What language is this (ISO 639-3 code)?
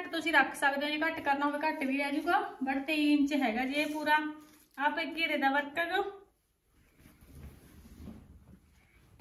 pan